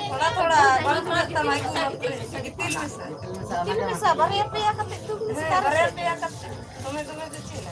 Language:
Santali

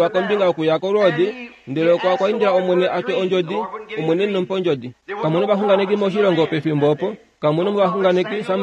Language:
Kuanyama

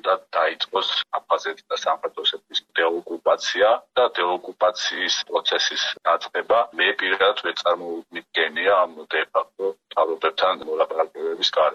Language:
Georgian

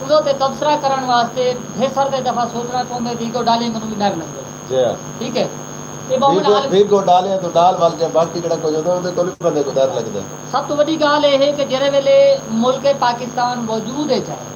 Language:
Saraiki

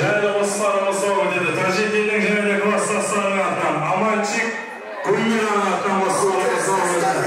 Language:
Kara-Kalpak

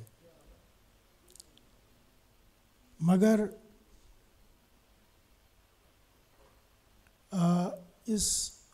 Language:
Hindi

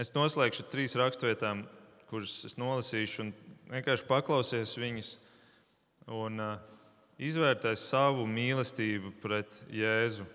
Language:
Latvian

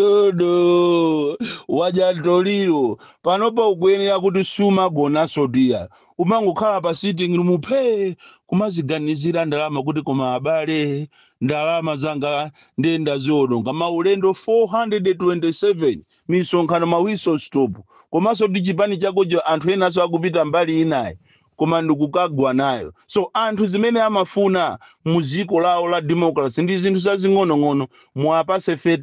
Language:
Nyanja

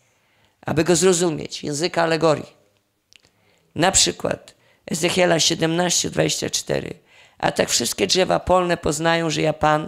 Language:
Polish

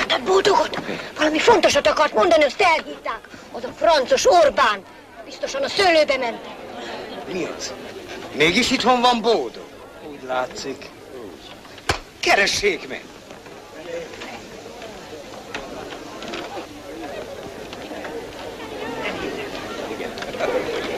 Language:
Hungarian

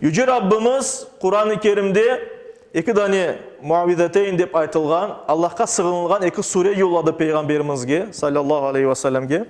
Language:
Crimean Tatar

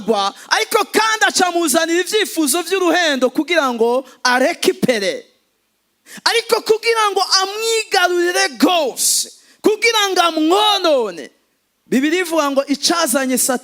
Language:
Rundi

